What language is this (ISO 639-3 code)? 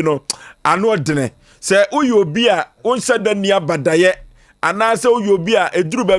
aka